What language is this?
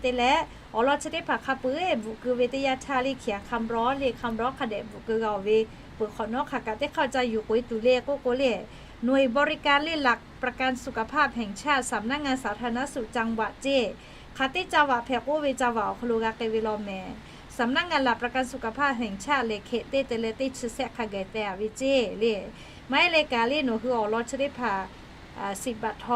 Lahu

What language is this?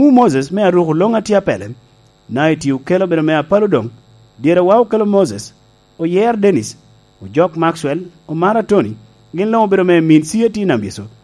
Lango (Uganda)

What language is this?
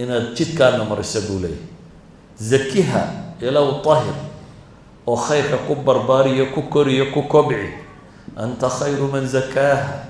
Somali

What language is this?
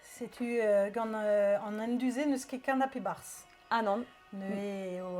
Breton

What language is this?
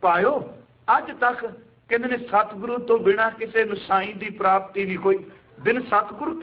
Punjabi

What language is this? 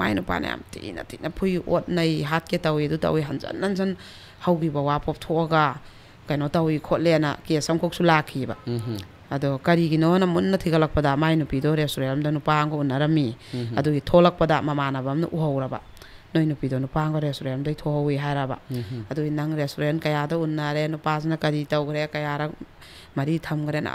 Manipuri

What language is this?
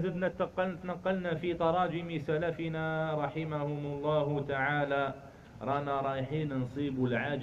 Algerian Arabic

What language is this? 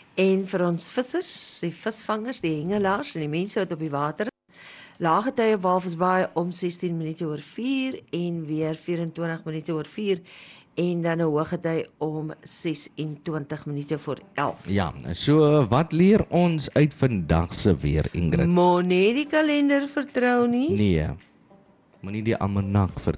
Afrikaans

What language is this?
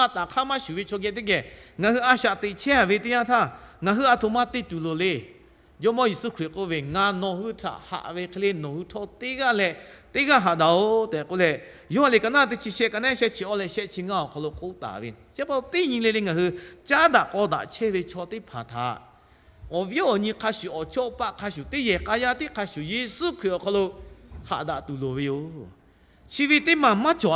Lahu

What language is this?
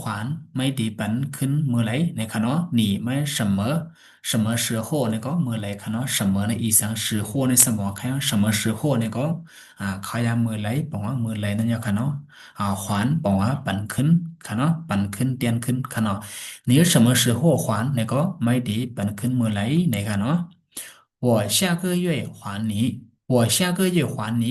Shan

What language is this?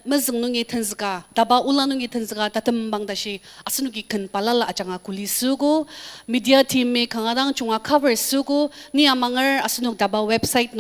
Ao Naga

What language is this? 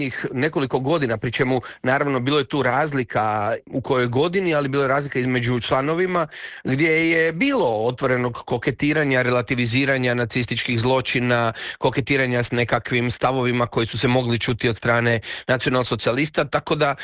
Croatian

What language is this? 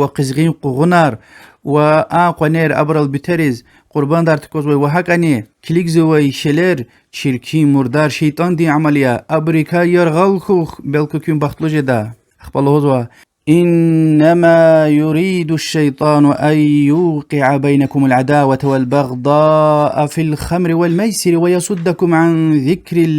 Lezghian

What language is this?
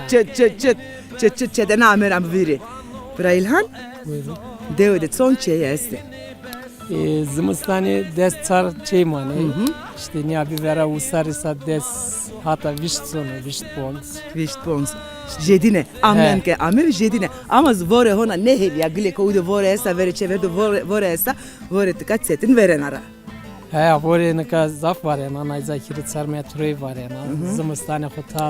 Zaza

